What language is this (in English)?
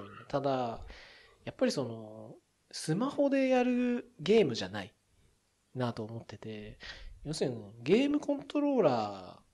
Japanese